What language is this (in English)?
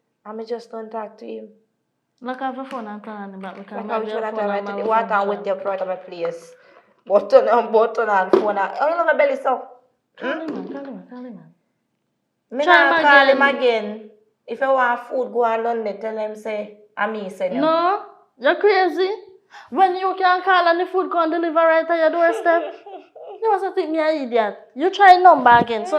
Jamaican Creole English